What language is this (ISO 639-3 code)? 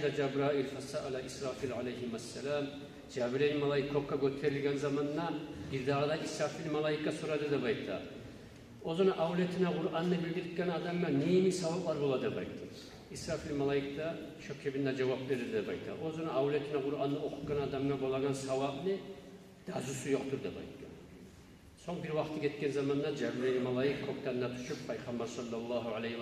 kum